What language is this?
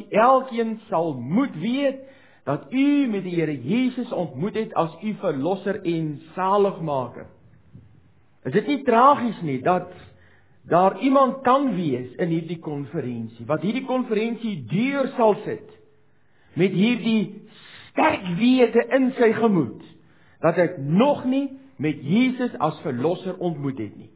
Afrikaans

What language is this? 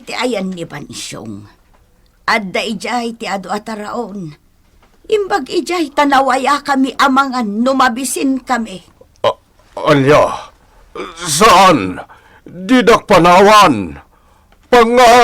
Iloko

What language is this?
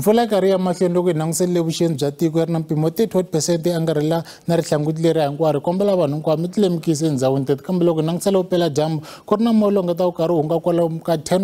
Tsonga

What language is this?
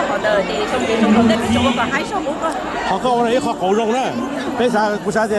Hmong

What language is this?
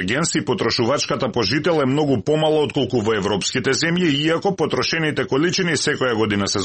Macedonian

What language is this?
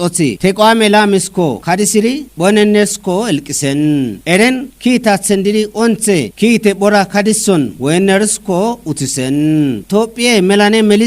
Kafa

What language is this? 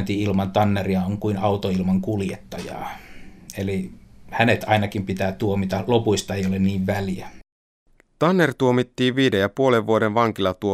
Finnish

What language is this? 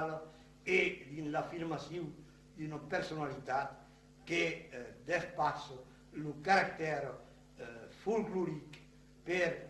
Occitan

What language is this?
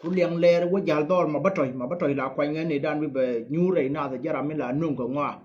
Nuer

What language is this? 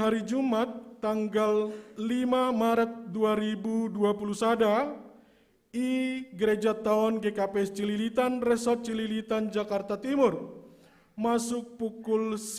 Batak Simalungun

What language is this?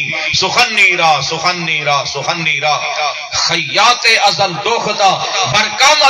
Saraiki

